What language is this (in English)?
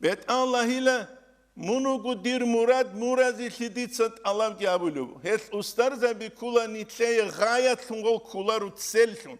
Avaric